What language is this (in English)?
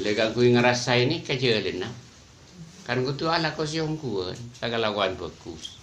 Madurese